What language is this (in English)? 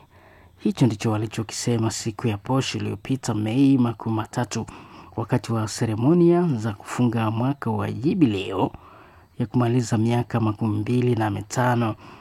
Swahili